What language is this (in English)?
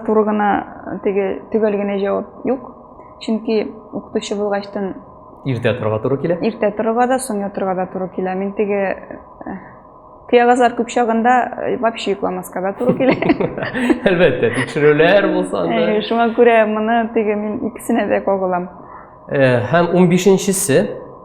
Tatar